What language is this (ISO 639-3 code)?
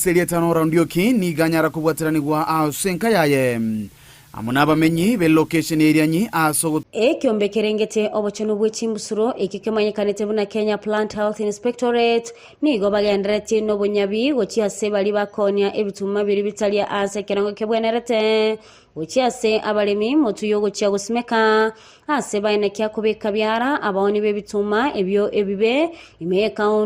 guz